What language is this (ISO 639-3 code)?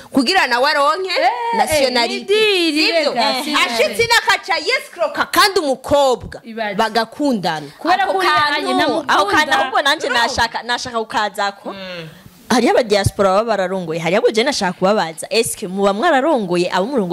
run